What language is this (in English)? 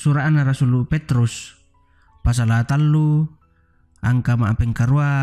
Toraja-Sa'dan